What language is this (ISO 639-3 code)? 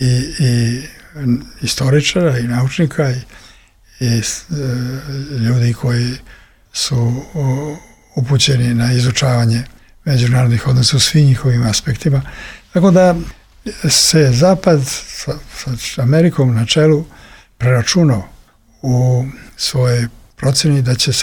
srp